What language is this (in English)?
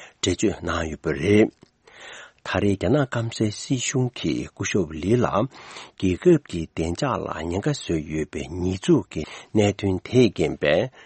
Tibetan